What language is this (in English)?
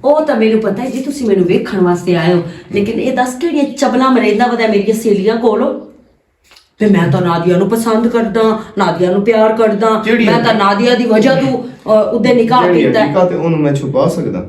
Western Panjabi